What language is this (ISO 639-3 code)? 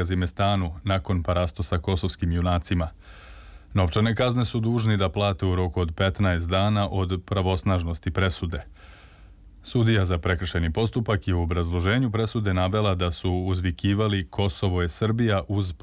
srp